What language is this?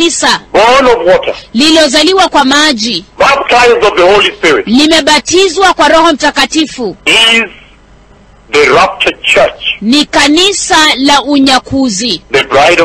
Swahili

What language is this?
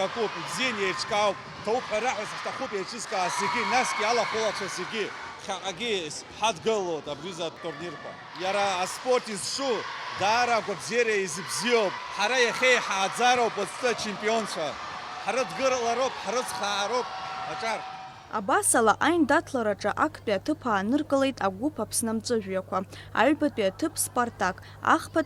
Abkhazian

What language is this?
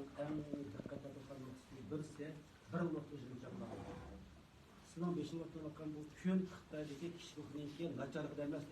Uyghur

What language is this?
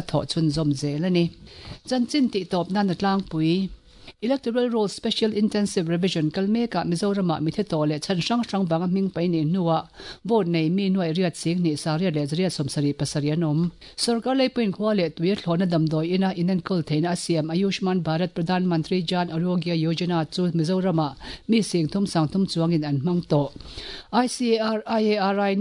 Mizo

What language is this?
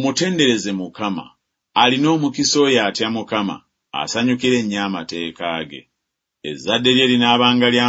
Ganda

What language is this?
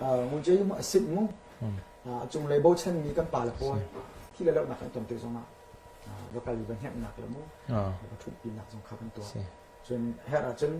Hakha Chin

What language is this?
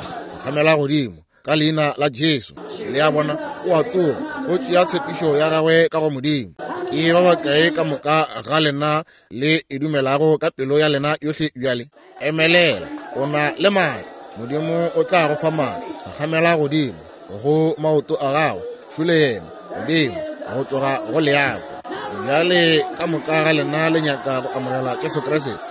Northern Sotho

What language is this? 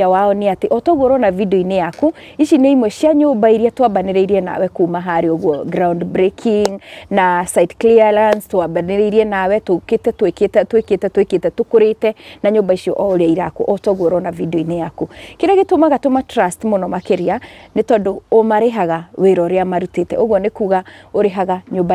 Kikuyu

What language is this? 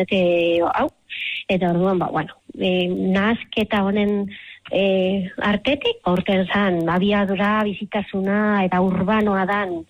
Basque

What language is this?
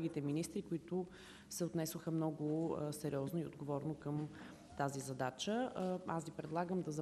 Bulgarian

